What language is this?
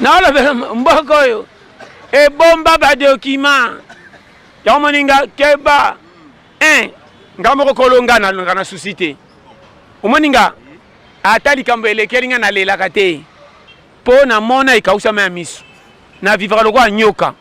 Lingala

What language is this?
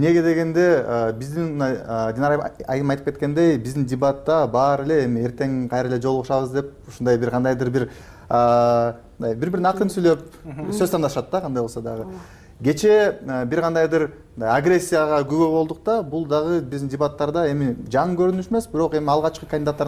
Kyrgyz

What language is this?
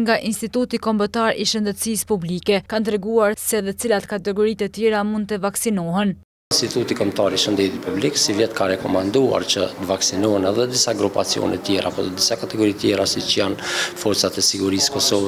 Albanian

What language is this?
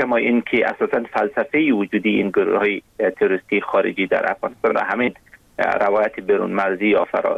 Persian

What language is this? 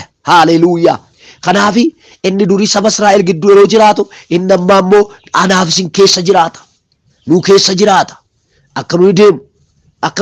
Oromo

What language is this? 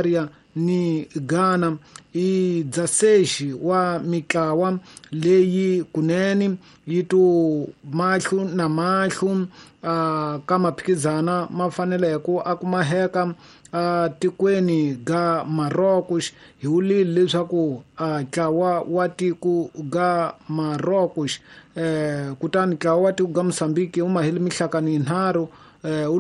Tsonga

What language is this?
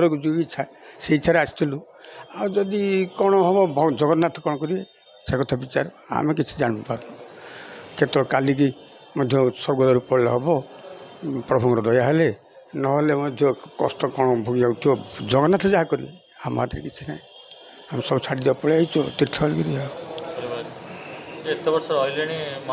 Odia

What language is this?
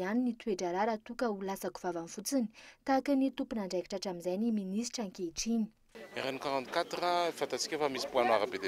Malagasy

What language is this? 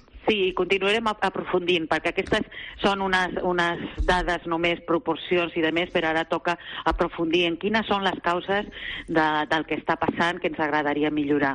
Catalan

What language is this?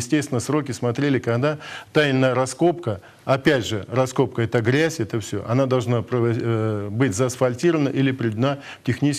Russian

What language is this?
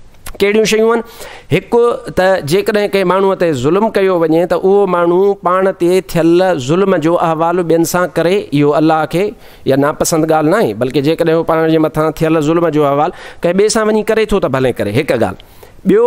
Sindhi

